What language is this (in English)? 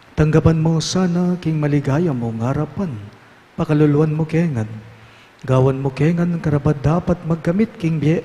Pampanga